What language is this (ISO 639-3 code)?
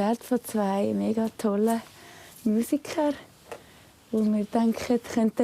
gsw